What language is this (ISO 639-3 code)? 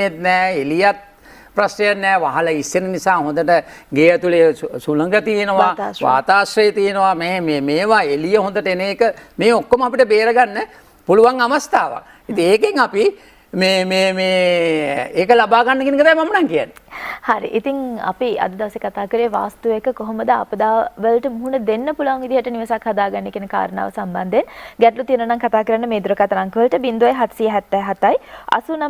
sin